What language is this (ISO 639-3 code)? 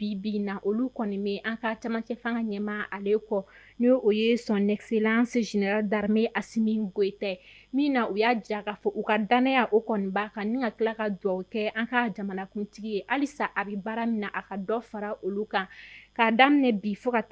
bam